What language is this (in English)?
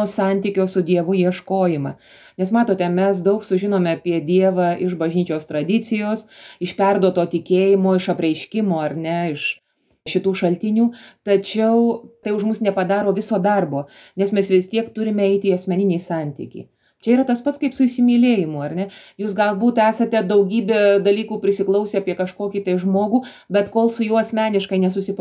Lithuanian